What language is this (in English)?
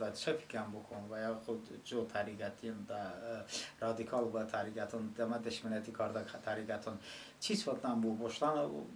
Talysh